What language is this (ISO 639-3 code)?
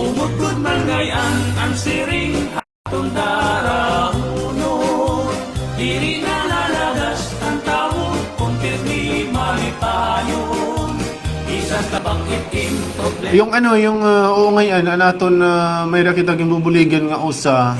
war